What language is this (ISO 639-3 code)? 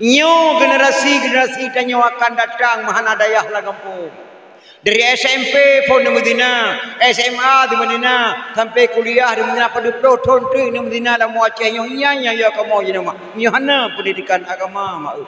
ace